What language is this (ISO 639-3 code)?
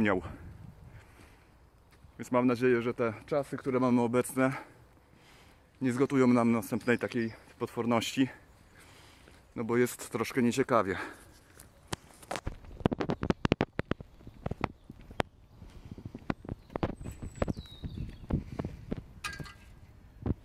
pol